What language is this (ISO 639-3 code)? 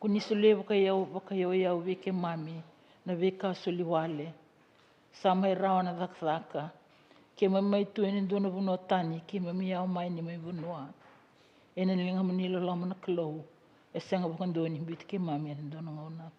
fij